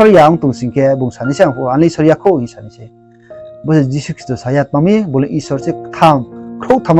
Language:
Riang (India)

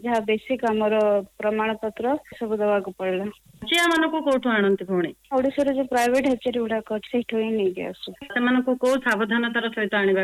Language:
Odia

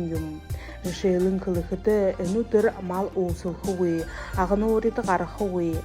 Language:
Buriat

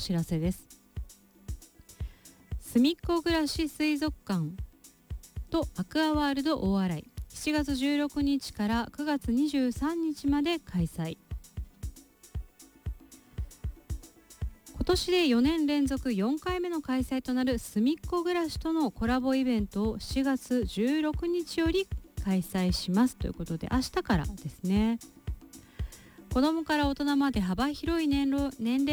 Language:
Japanese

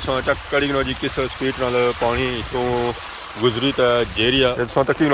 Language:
Pahari-Potwari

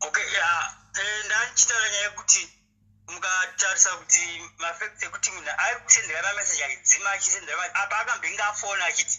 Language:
Shona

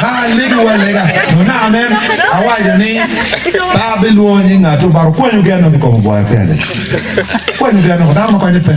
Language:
Acoli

